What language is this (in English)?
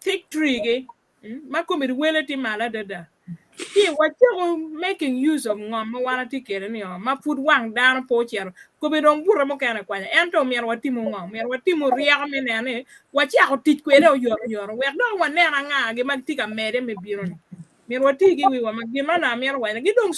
Acoli